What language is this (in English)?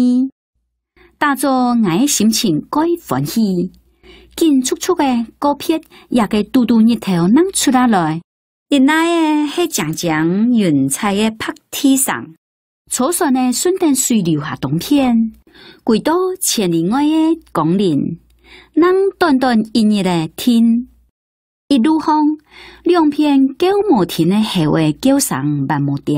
Hakka Chinese